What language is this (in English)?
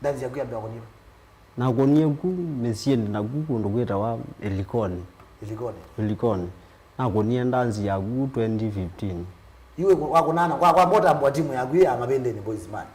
Kamba